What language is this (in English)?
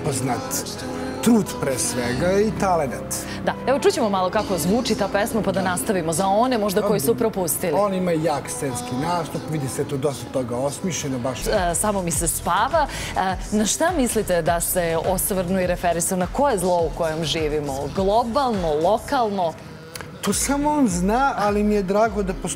Serbian